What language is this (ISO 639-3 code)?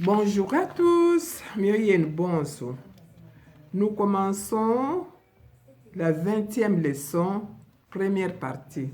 lua